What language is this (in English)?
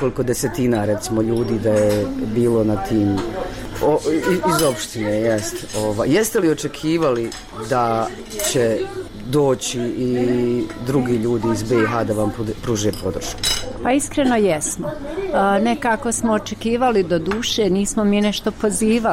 Bosnian